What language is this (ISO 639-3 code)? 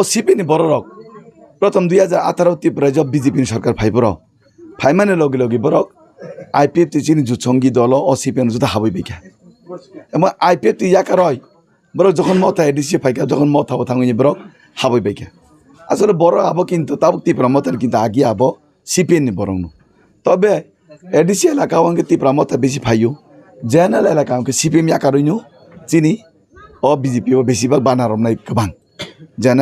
trp